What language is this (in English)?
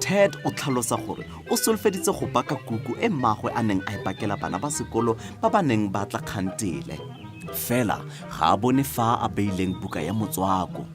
Tswana